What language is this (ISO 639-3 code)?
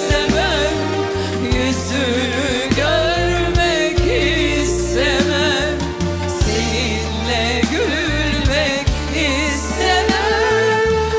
tur